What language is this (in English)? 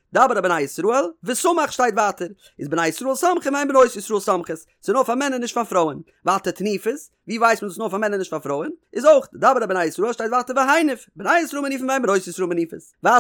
Yiddish